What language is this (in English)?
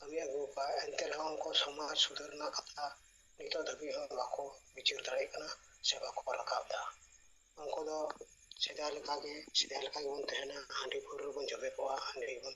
Santali